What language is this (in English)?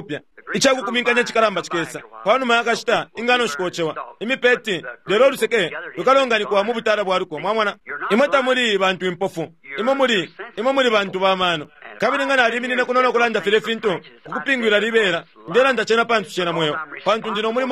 Bemba